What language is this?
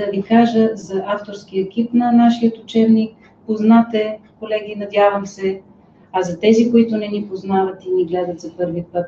Bulgarian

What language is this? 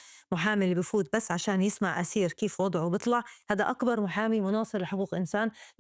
North Levantine Arabic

